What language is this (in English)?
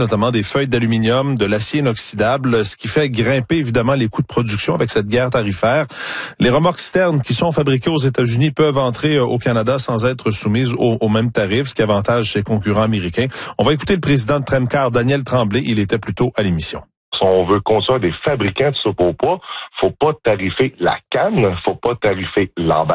French